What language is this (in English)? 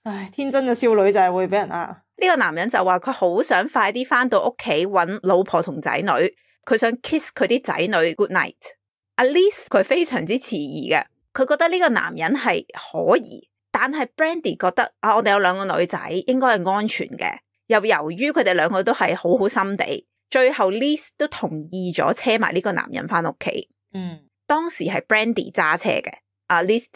Cantonese